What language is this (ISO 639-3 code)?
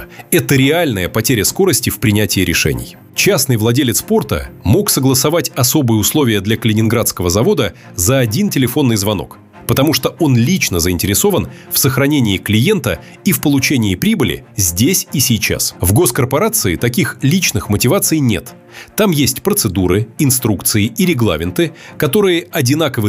rus